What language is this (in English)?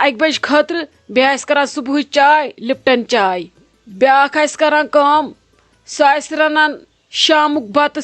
Kashmiri